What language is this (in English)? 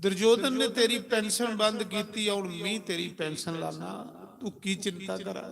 Dogri